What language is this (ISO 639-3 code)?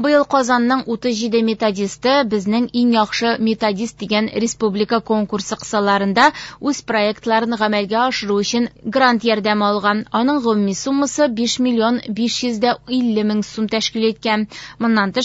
tat